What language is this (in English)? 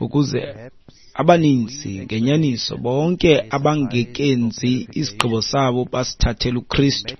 Xhosa